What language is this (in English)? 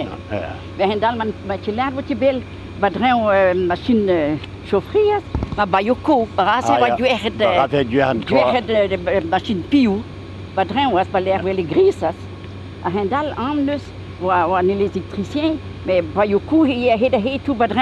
Breton